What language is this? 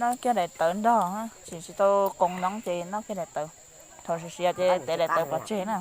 Hmong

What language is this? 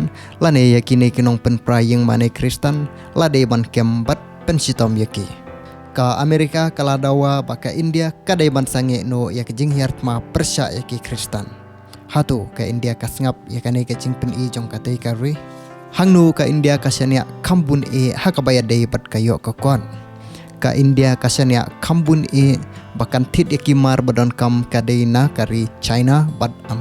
Khasi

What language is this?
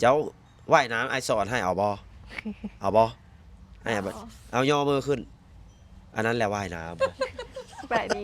Lao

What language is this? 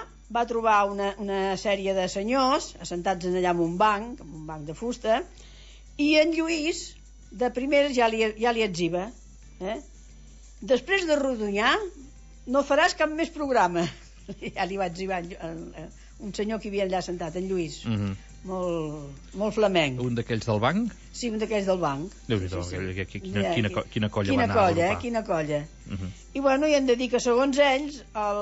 Catalan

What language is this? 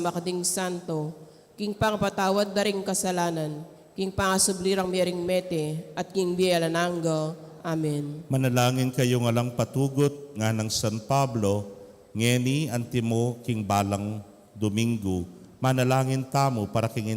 Pampanga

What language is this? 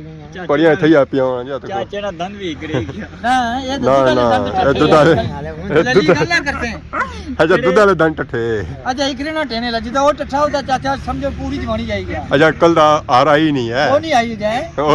Pahari-Potwari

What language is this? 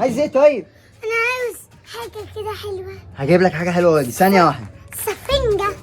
Egyptian Arabic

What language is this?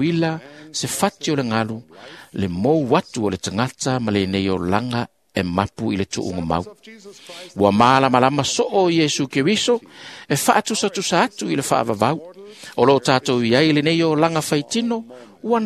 Samoan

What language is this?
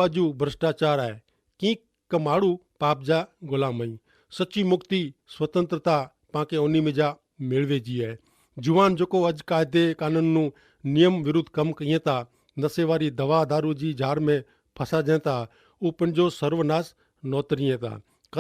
Kachhi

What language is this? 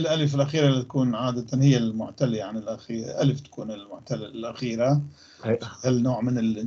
North Levantine Arabic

